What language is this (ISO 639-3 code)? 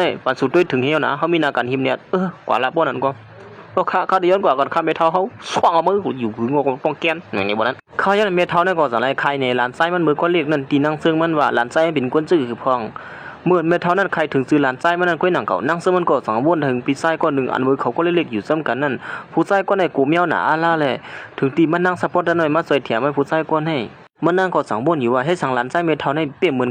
shn